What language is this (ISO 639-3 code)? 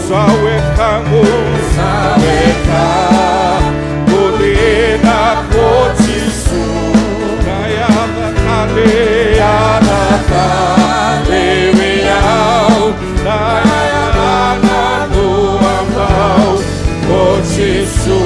fij